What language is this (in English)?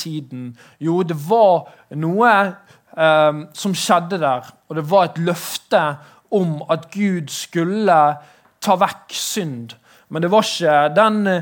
Norwegian